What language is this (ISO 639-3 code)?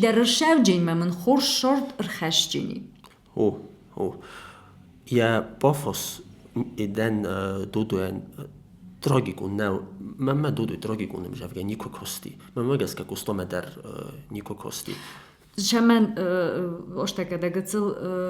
oss